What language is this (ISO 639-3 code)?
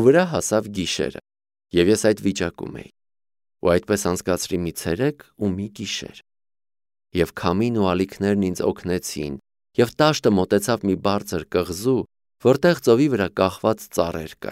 hye